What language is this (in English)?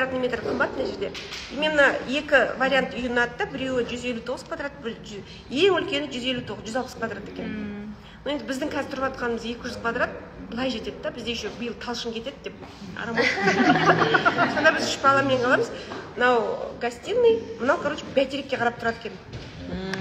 Kazakh